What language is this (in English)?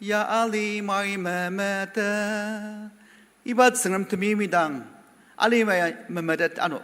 Ao Naga